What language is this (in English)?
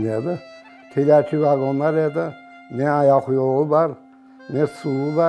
Crimean Tatar